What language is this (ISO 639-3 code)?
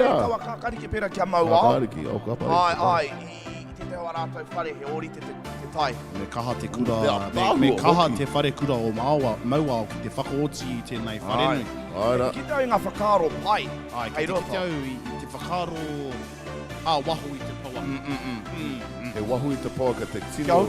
mri